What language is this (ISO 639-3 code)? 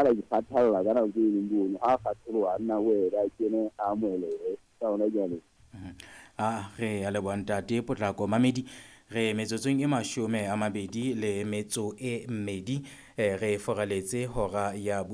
sot